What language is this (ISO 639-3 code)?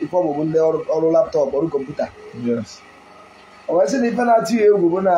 ibo